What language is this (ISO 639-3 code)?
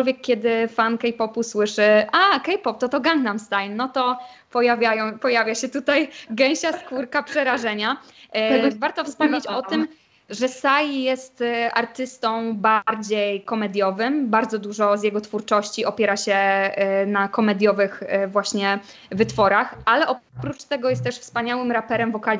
pol